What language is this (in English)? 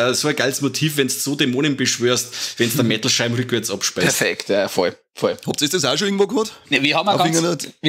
Bavarian